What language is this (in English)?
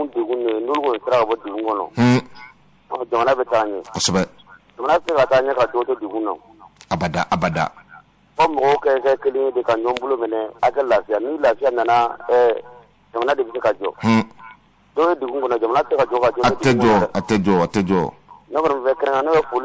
Bambara